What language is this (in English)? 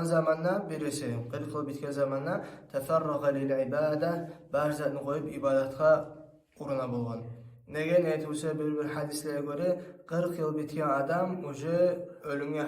Kumyk